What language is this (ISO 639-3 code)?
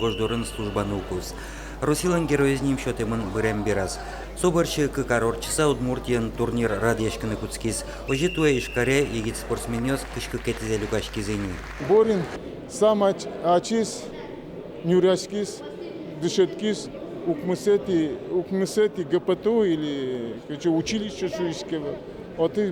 udm